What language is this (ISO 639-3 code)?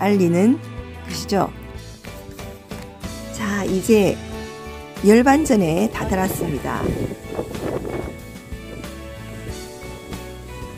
kor